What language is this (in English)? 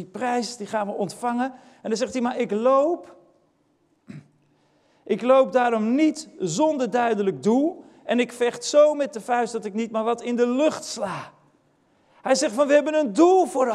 Dutch